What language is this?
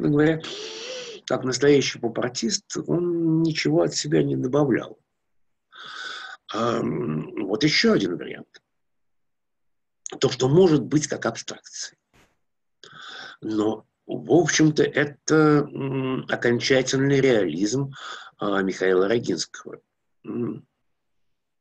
Russian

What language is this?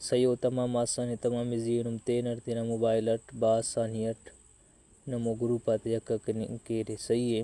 Brahui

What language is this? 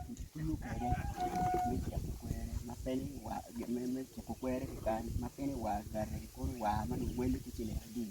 Acoli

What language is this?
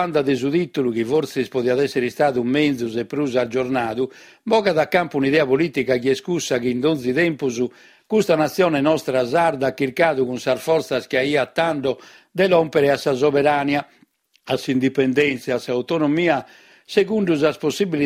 Sardinian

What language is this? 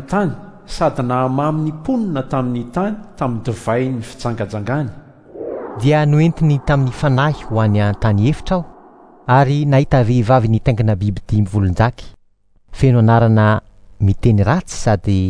Malagasy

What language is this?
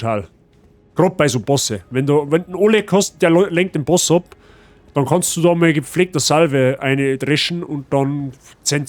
Bavarian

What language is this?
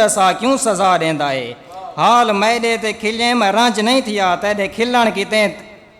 Saraiki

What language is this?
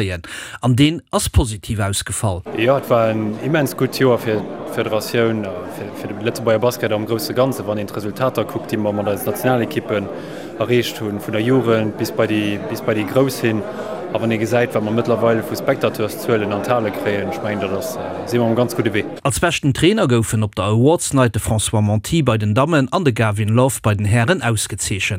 Luxembourgish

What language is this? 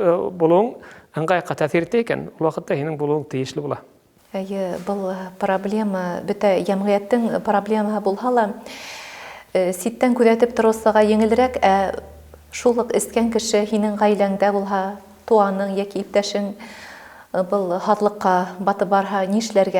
Bashkir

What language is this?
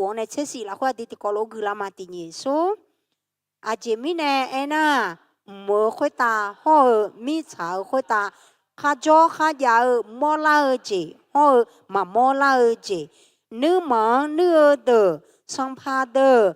Akha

